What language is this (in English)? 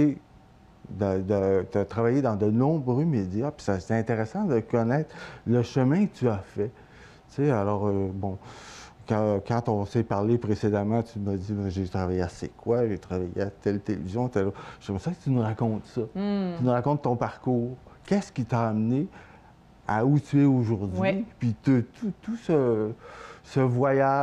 French